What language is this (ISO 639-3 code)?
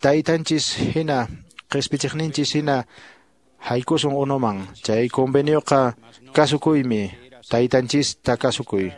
que